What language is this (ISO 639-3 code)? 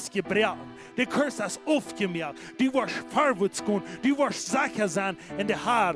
pdt